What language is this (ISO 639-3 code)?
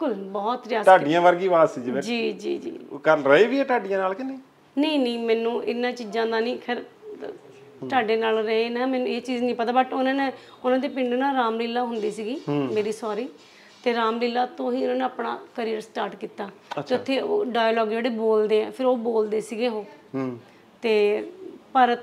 pan